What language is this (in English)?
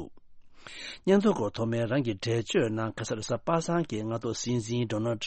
Tibetan